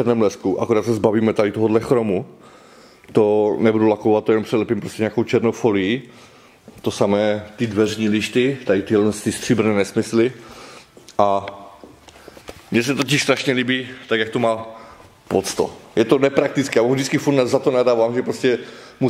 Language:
Czech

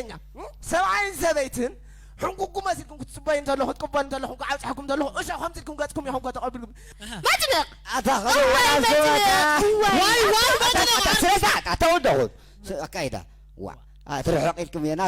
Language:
Tigrinya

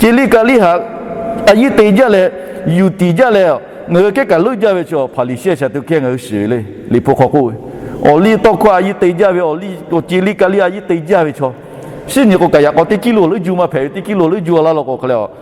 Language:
Lahu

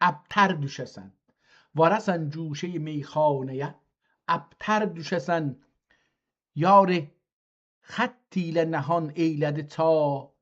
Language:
South Azerbaijani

